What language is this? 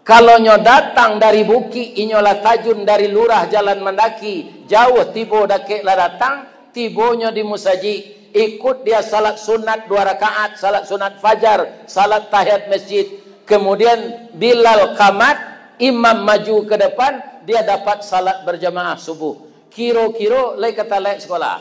Minangkabau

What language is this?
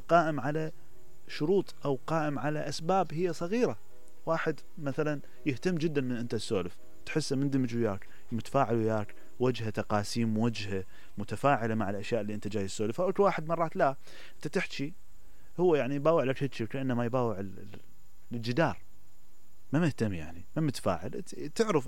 Mesopotamian Arabic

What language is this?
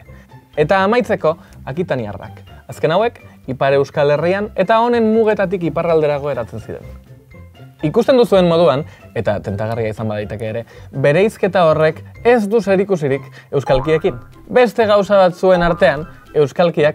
Basque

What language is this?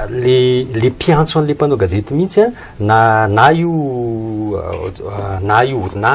Malagasy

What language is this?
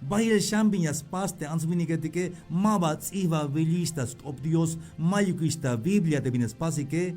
Tzeltal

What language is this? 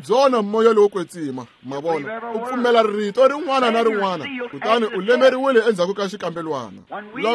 Tsonga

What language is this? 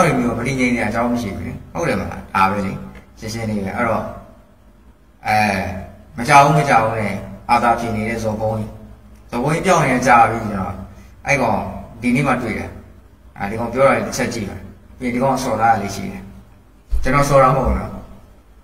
Burmese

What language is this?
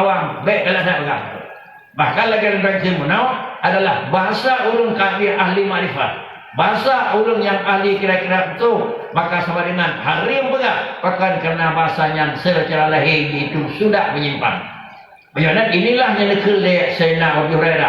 Achinese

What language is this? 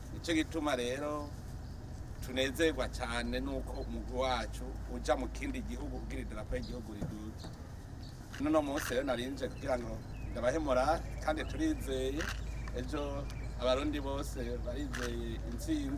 Rundi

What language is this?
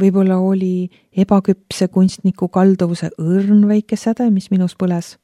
Estonian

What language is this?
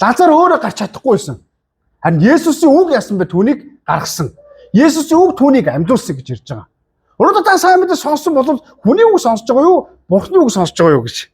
Mongolian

